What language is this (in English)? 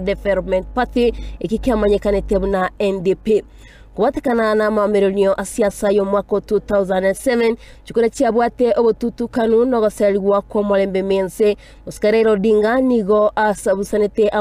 Gusii